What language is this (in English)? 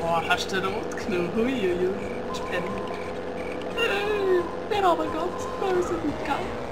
Swiss German